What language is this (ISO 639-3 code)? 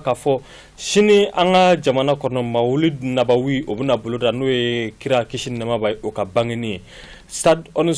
bam